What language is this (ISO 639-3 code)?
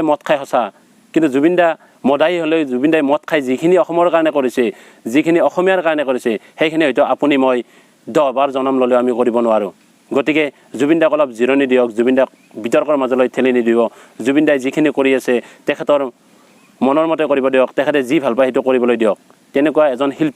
asm